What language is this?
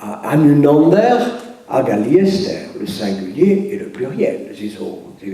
Breton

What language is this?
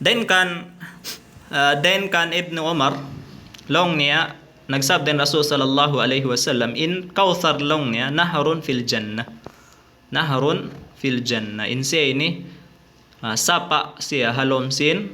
Tausug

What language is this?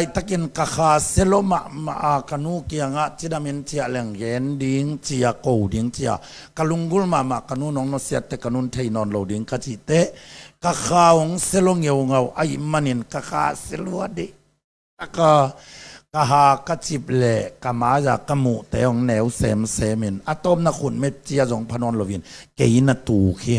Tedim Chin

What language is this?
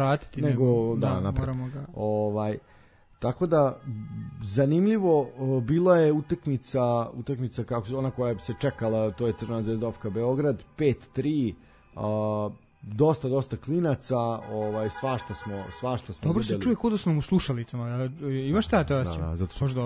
Serbian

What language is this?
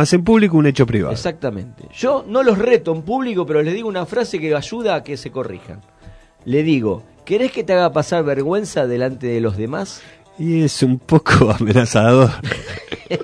Spanish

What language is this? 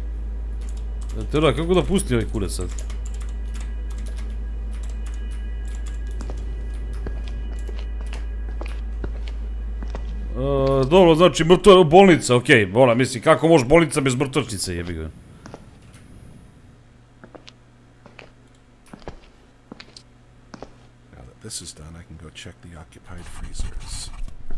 Croatian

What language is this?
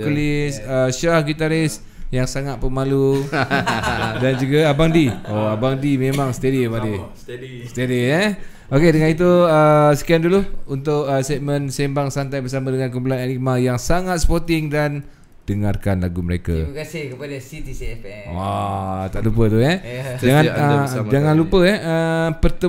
Malay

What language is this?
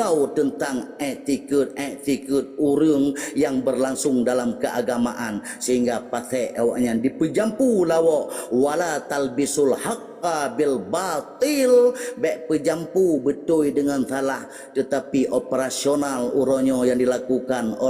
Achinese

